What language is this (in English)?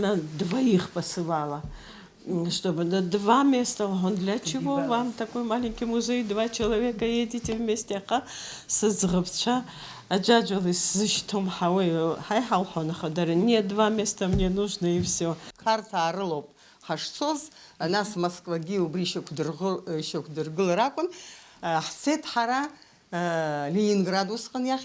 Abkhazian